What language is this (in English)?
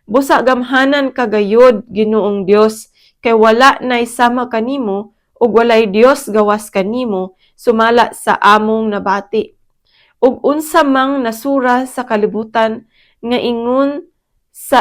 Cebuano